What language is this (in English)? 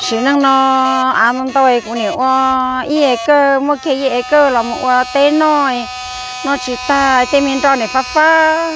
Hmong